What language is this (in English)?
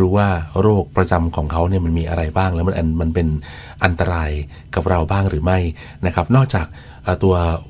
Thai